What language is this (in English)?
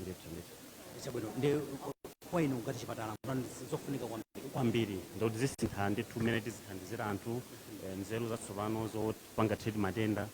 Nyanja